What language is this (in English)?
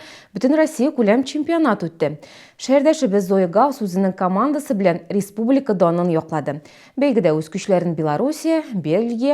Tatar